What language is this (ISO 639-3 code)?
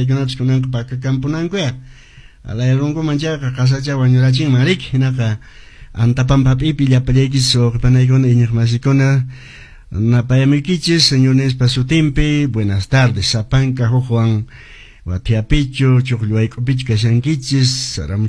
que